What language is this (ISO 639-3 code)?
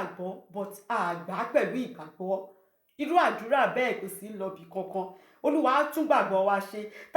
yor